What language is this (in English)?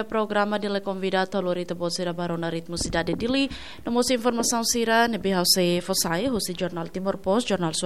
Tetum